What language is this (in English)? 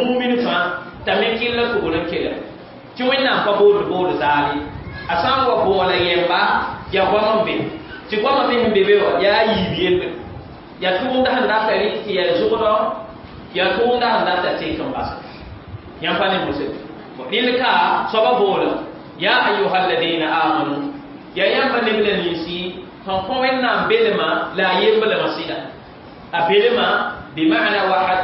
Mossi